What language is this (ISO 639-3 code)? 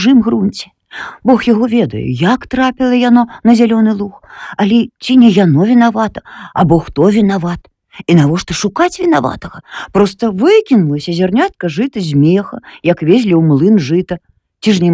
bel